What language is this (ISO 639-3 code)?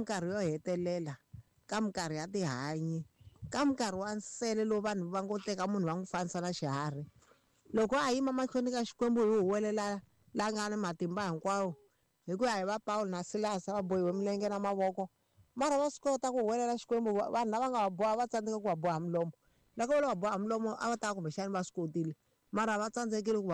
tso